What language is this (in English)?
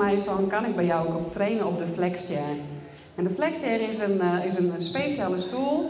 Western Frisian